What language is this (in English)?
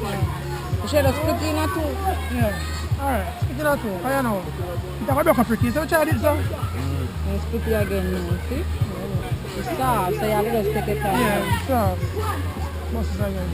Jamaican Creole English